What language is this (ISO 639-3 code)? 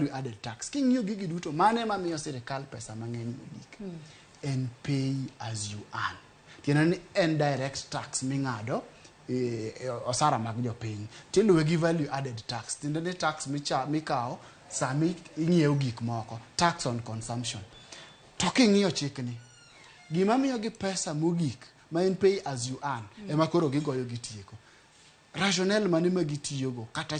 luo